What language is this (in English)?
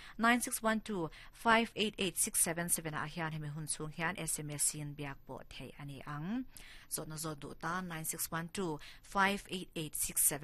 Mizo